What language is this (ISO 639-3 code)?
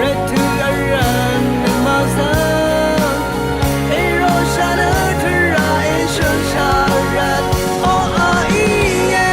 raw